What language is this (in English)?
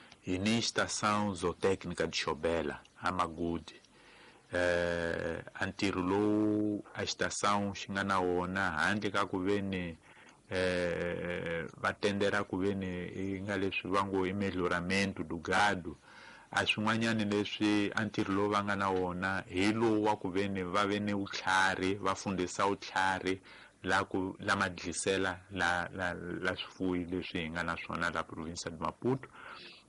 Tsonga